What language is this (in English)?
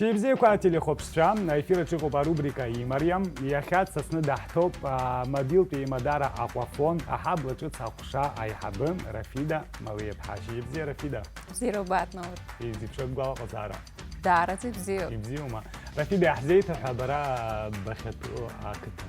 Abkhazian